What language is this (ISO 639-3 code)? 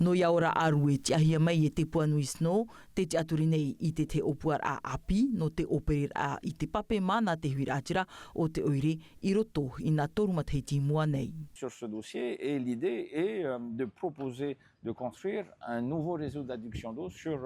tah